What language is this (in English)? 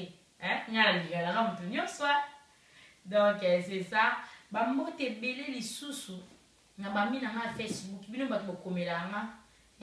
Lingala